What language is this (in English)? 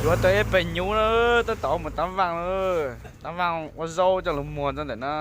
Hmong